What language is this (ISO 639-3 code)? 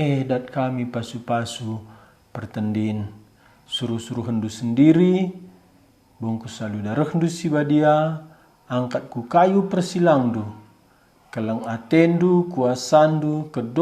btx